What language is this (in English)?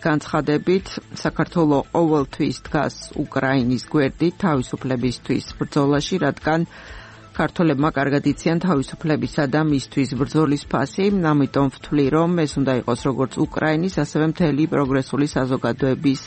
Georgian